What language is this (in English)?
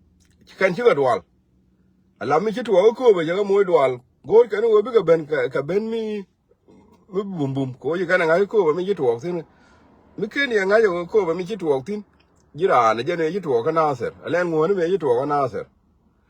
Nuer